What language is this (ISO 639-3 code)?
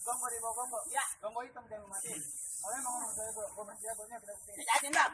bew